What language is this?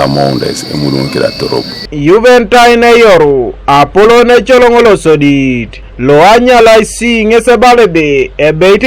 Teso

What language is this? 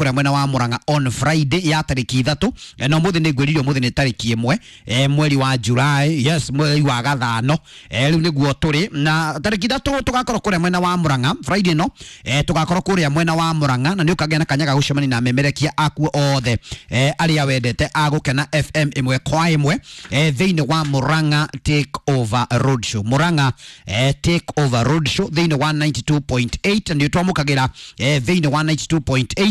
Kikuyu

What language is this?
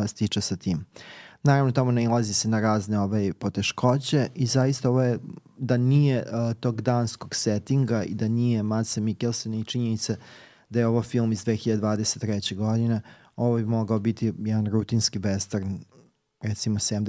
Serbian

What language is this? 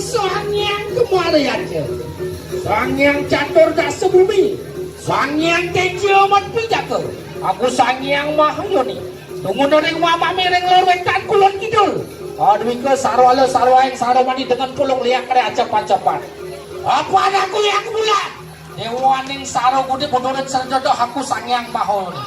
Balinese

